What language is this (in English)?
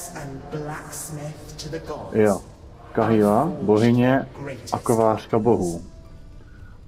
Czech